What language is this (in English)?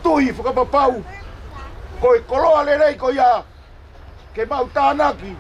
Tongan